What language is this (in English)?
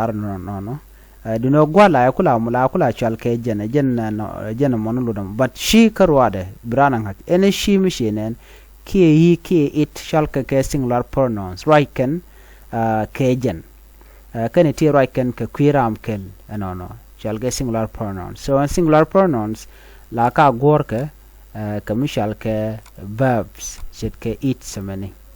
Nuer